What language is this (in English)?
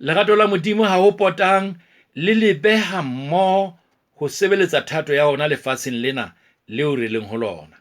Southern Sotho